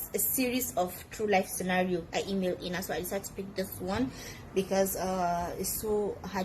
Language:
Hausa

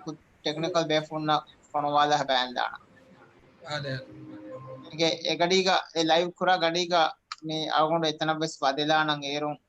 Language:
Divehi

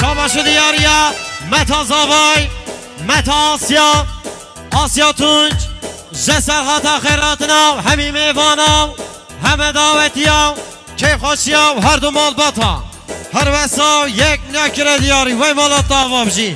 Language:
Kurdish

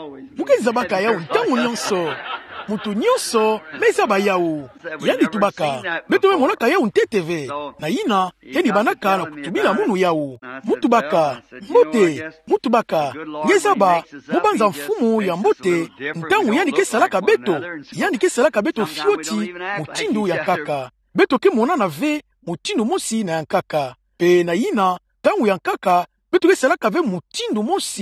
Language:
Kituba (Democratic Republic of Congo)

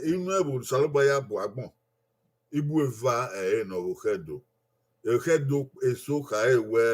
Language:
Bini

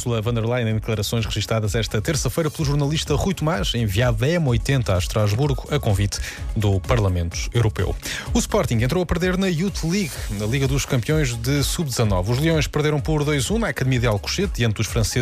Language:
Portuguese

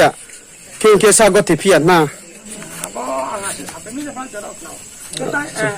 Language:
Riang (India)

